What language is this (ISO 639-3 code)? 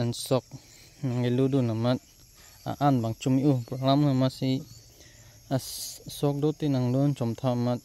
mjw